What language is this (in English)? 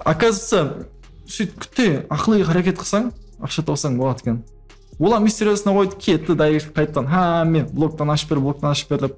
Kara-Kalpak